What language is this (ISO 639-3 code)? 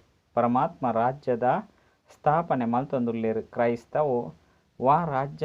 tcy